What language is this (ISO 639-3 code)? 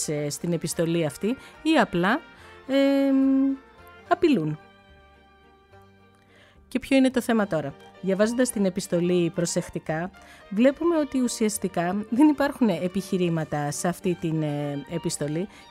ell